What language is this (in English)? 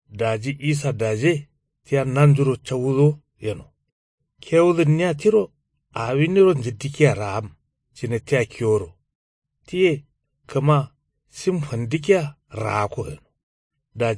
Kanuri